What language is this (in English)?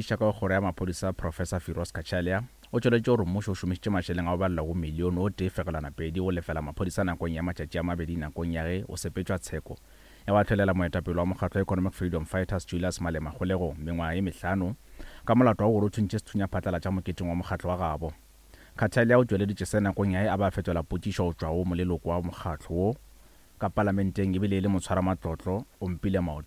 Northern Sotho